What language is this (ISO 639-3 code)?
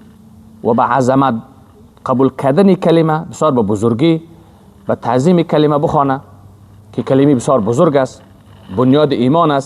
fas